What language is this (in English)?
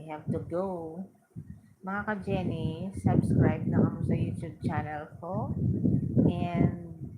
Hiligaynon